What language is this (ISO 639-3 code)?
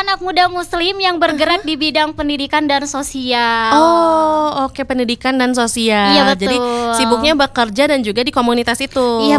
ind